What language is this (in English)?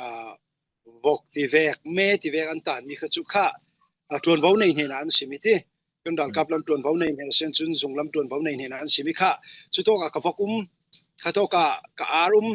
Falam Chin